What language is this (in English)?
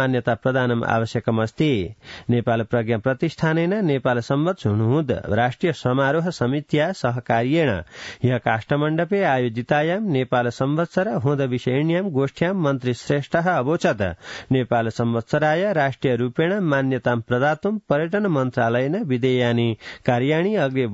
Sanskrit